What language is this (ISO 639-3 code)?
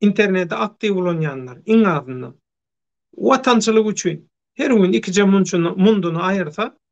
tuk